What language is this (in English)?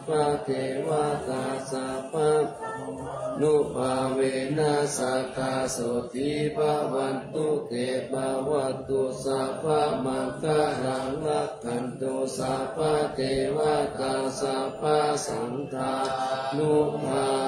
Pali